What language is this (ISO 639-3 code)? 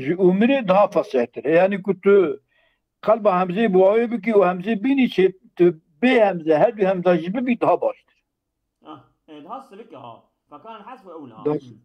kur